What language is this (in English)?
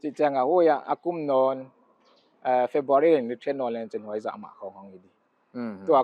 Paite Chin